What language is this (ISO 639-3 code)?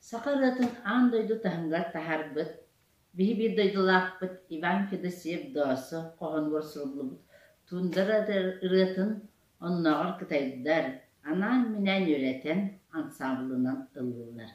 sah